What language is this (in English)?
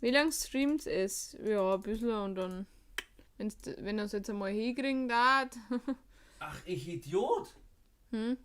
Bavarian